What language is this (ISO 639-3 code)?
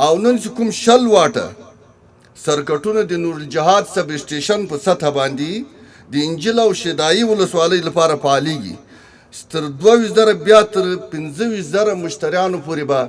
pus